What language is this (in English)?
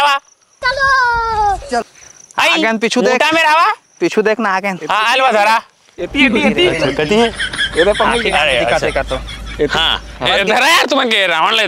Chhattisgarhi